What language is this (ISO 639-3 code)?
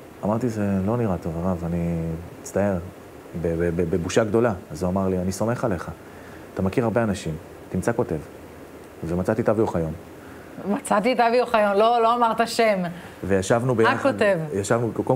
heb